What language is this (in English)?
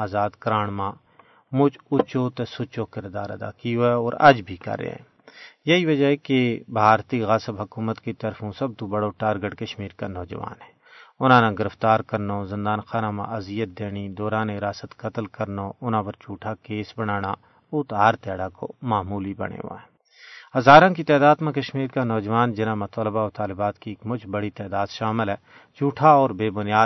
Gujari